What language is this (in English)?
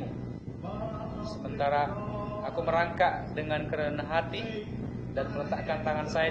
Indonesian